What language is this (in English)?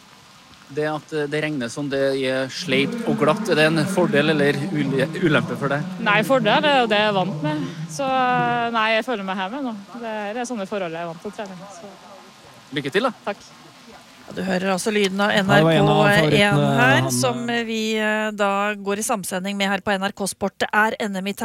Norwegian